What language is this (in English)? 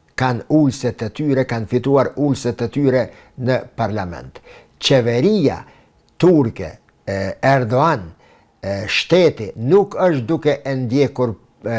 Albanian